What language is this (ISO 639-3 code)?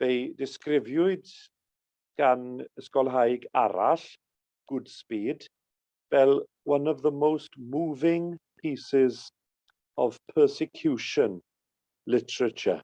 cym